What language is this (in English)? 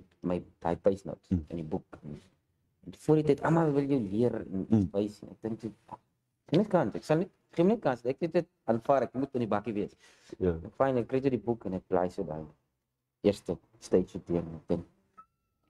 Afrikaans